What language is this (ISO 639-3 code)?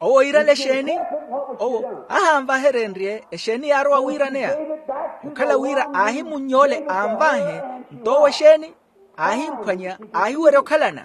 vmw